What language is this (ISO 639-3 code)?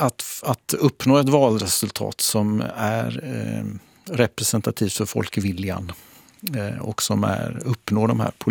swe